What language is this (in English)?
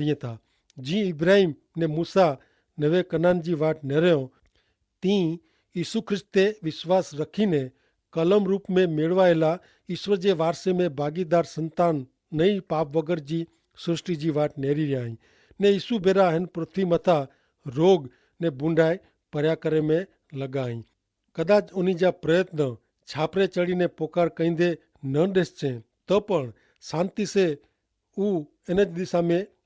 Kachhi